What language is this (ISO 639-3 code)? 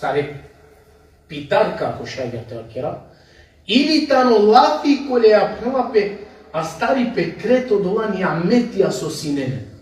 rmn